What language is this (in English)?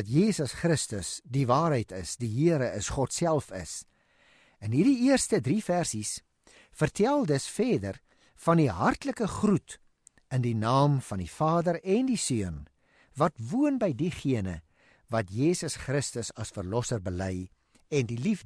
Afrikaans